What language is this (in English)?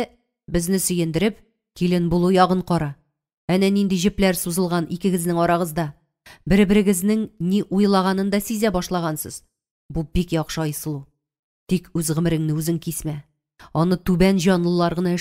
Tatar